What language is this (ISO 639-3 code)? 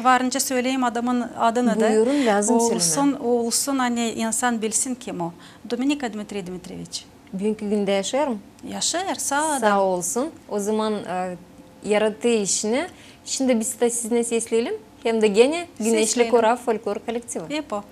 gag